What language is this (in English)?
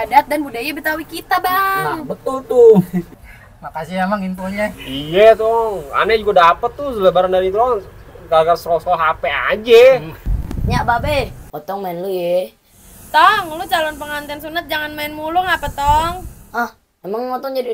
Betawi